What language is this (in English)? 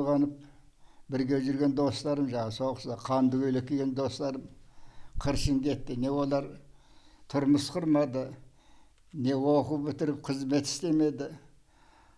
Kazakh